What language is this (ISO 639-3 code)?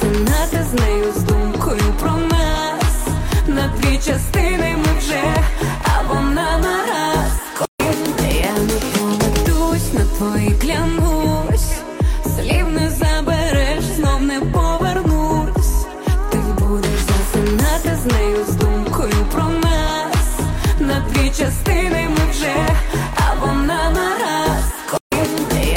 ukr